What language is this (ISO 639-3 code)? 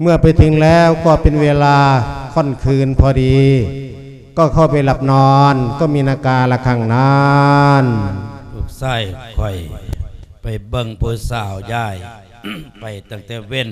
lao